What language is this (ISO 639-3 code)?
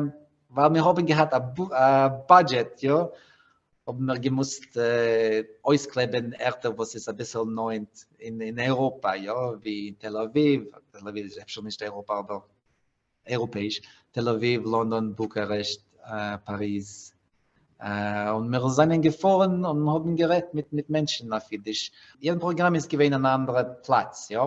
yid